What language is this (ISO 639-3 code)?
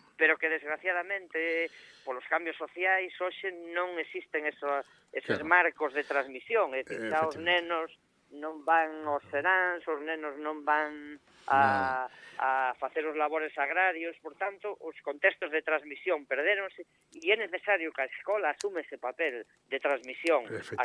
glg